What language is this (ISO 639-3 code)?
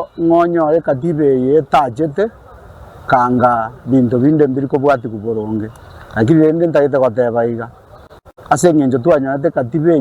guz